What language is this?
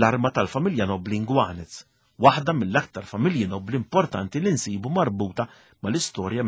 Maltese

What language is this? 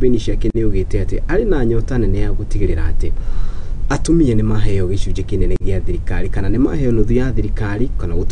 Kikuyu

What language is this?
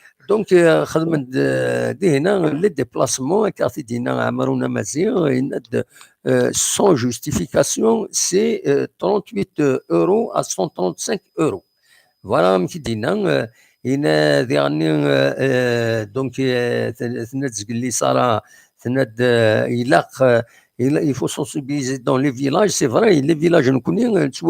Kabyle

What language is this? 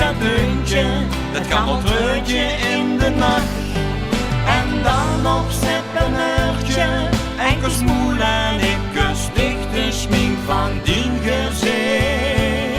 Limburgish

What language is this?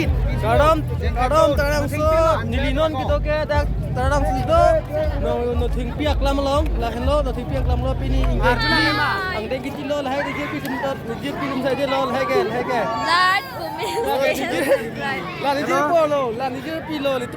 Karbi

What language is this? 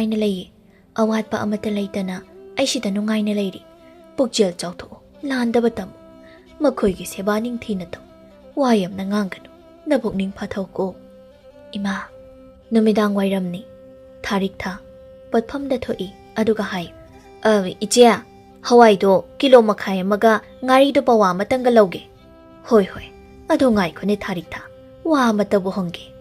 Manipuri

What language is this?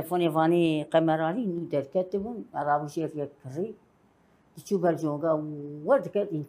Kurdish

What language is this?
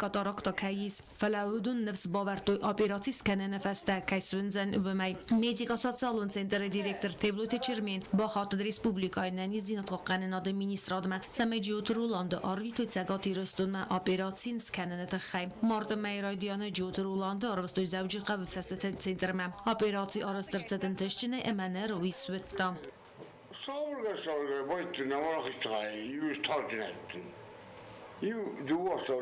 Ossetic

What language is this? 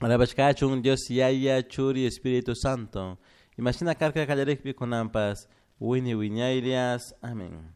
Chimborazo Highland Quichua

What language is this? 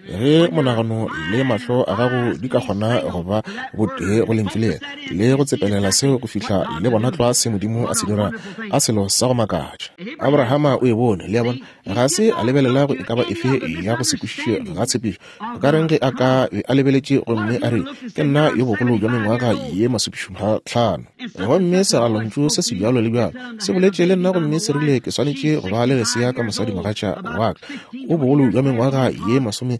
Northern Sotho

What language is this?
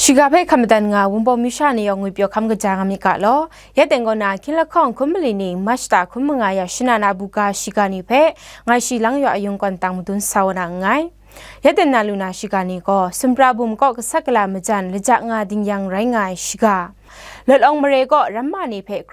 Kachin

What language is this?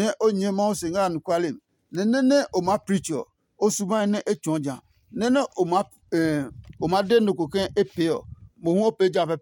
Adangme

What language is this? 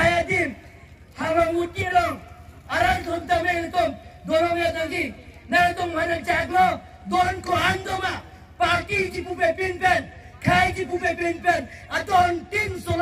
Karbi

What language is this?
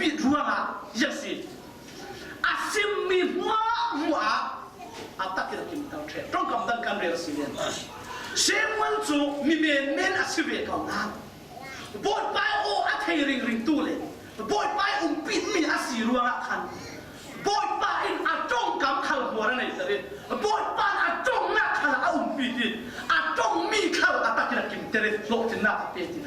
Falam Chin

